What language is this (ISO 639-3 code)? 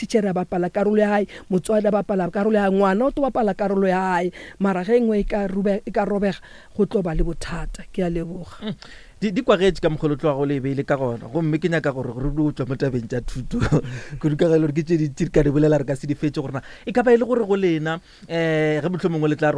nso